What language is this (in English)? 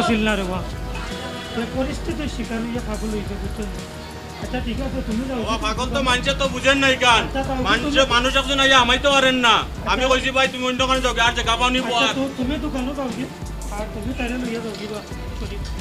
Sylheti